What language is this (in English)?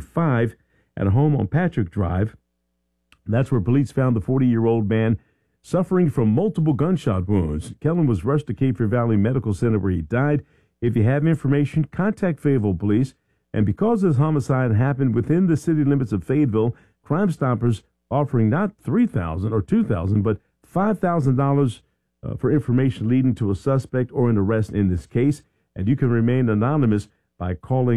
English